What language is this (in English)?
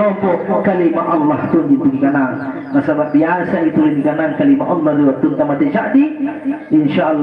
Makasar